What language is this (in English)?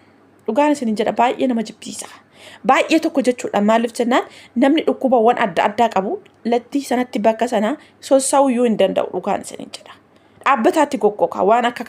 Oromo